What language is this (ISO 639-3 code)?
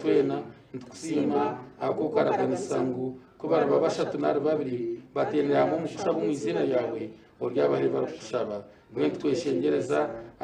nyn